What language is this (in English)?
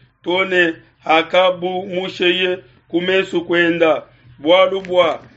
Luba-Lulua